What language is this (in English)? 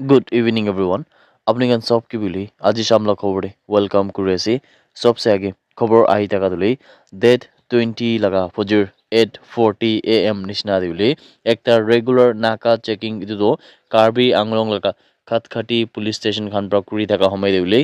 Naga Pidgin